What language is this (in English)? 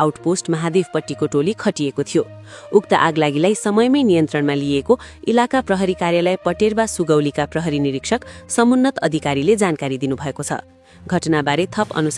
Nepali